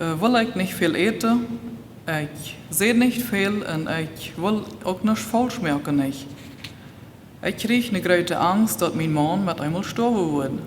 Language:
Plautdietsch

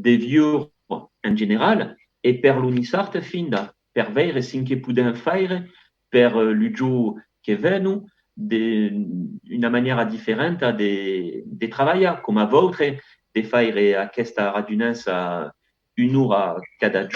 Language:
Occitan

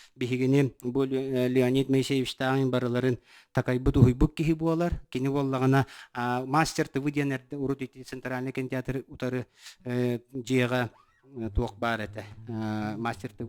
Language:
Yakut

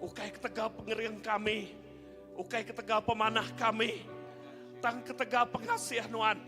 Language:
Iban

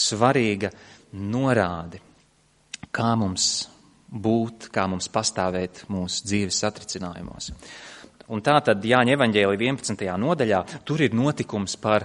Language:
Latvian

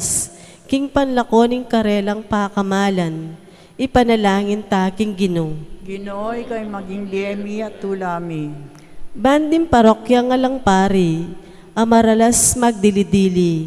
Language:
Pampanga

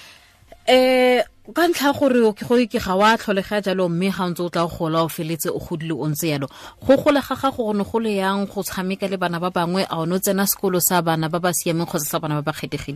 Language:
Tswana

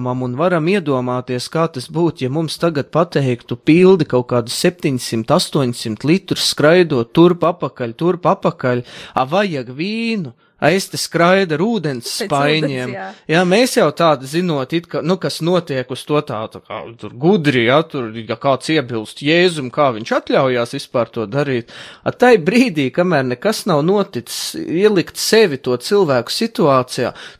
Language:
Latvian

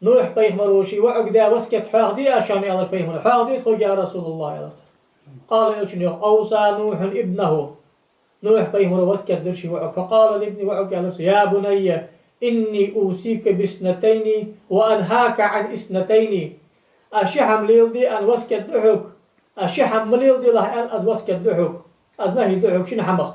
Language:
Ingush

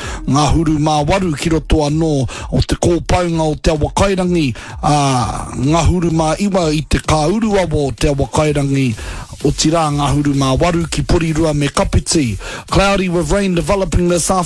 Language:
Māori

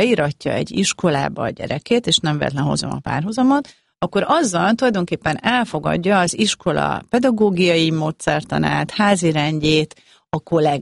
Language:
Hungarian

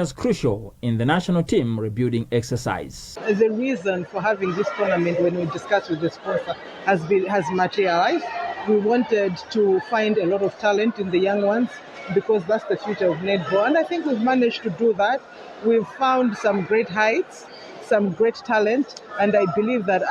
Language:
English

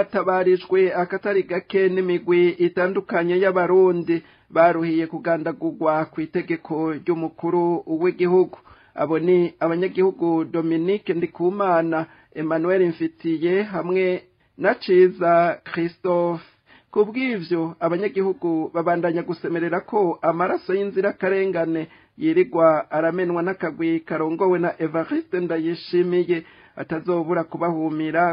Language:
Rundi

